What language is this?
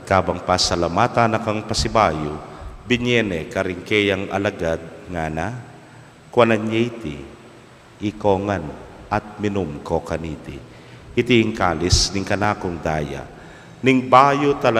Pampanga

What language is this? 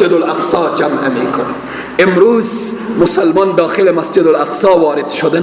Persian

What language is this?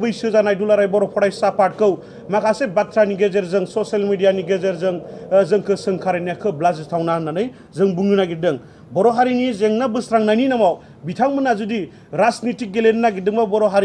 Bodo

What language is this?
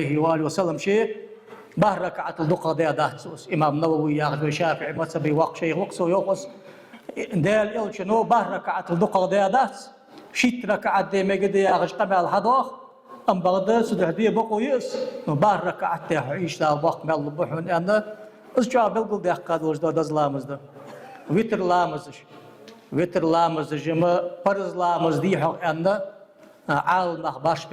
Ingush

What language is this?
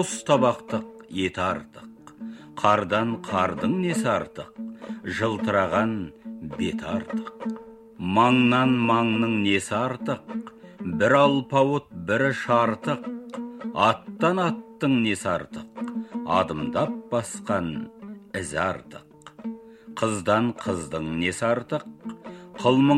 Kazakh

